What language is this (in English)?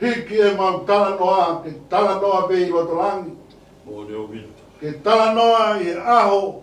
Tongan